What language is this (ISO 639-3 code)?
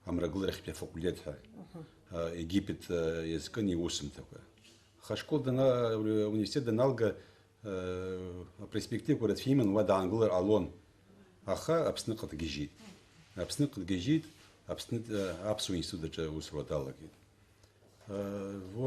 abk